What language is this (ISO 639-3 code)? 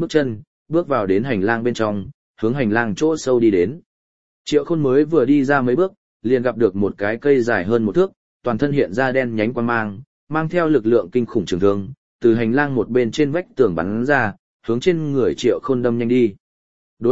vie